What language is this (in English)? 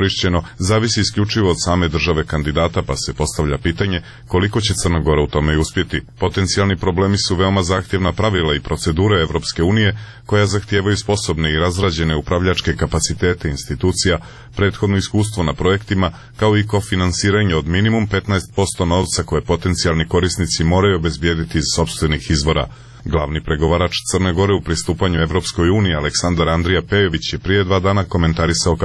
Serbian